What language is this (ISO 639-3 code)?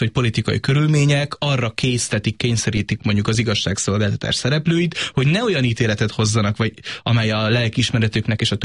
hun